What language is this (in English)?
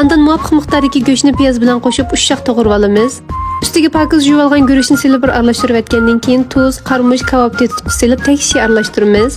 Uyghur